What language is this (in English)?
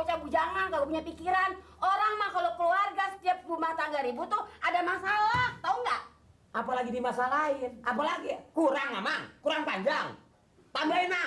Betawi